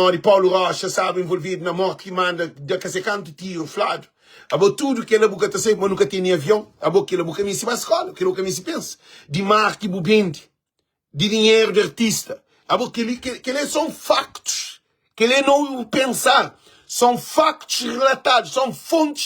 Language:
Kabuverdianu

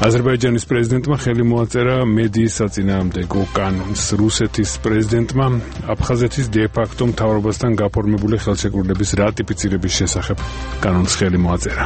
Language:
Georgian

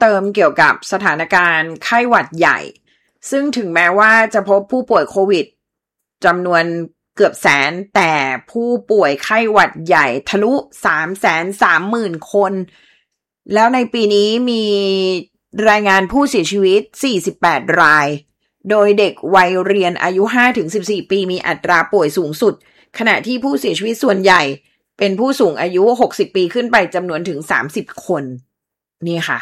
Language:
Thai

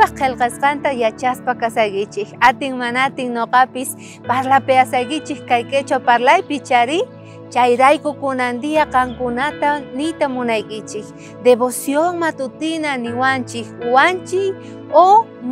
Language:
South Bolivian Quechua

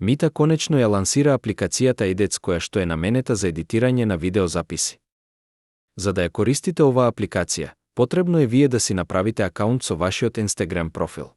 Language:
Macedonian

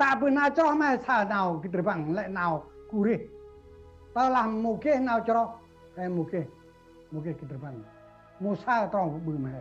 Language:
Central Mnong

